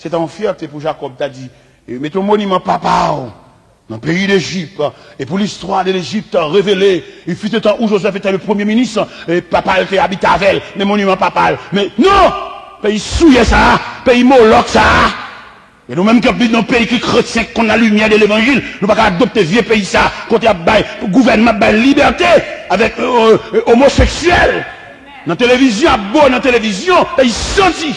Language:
Haitian Creole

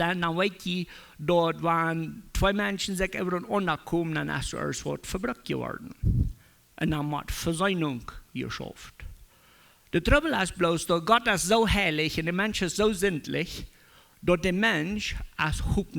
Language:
Plautdietsch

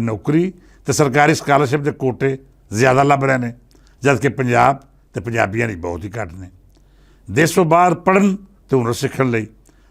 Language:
Western Panjabi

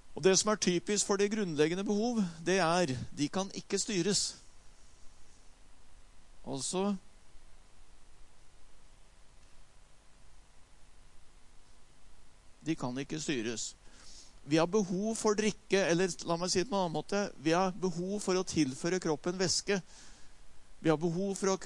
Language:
Norwegian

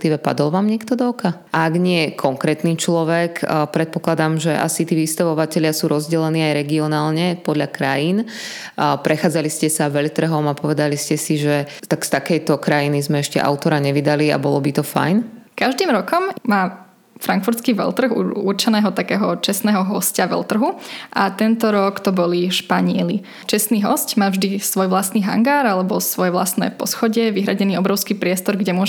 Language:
Slovak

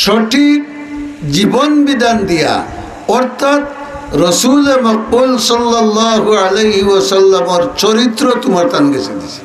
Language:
Sylheti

